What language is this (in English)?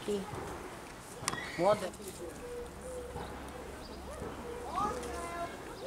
Polish